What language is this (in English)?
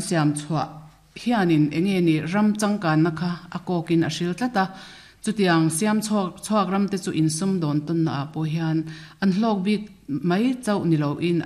Mizo